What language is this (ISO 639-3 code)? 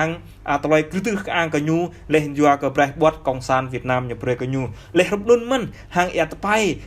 jra